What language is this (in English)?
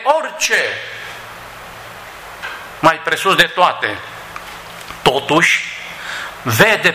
Romanian